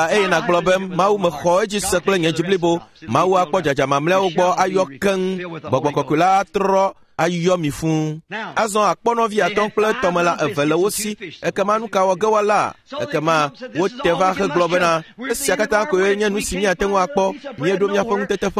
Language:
Ewe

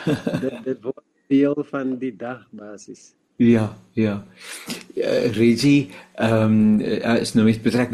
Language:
Afrikaans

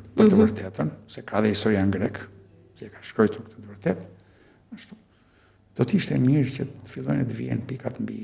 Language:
Albanian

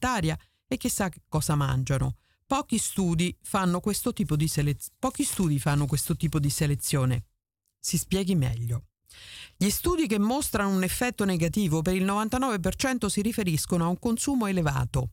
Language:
Italian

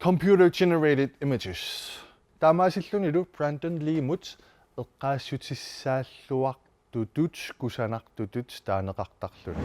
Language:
Kalaallisut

